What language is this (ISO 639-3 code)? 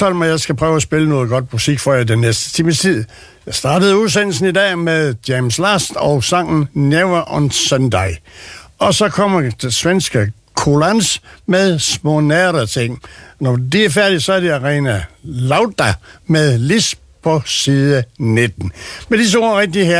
dan